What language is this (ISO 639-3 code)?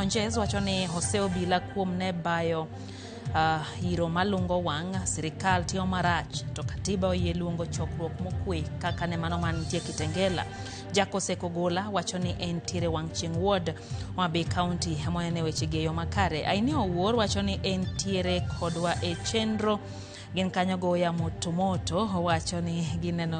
luo